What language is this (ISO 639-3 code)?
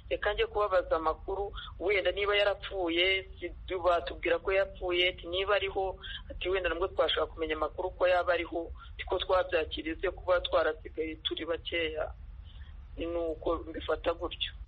kin